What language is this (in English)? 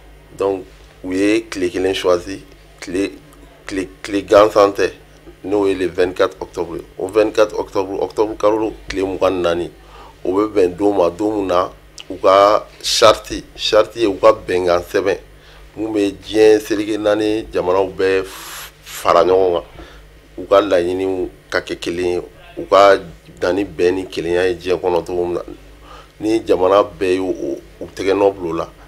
Bambara